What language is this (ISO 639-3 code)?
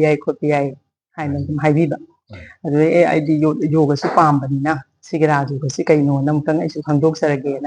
mni